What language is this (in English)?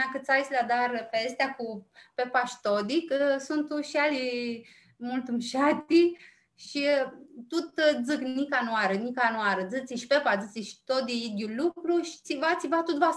Aromanian